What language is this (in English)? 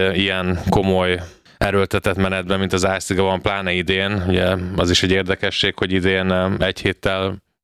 Hungarian